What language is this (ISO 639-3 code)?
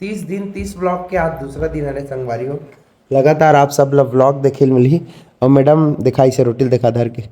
hne